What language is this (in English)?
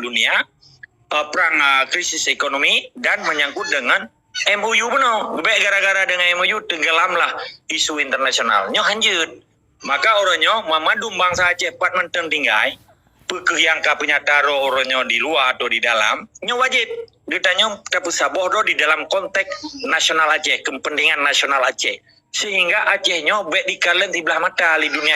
Achinese